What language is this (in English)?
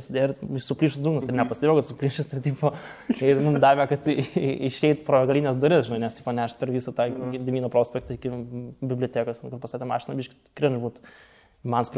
Lithuanian